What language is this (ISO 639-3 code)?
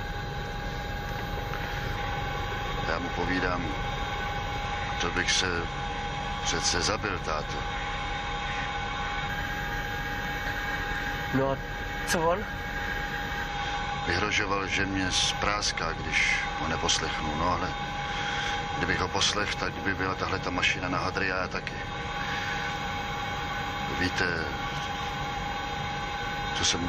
ces